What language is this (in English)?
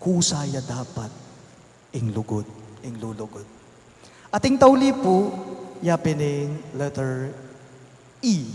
Pampanga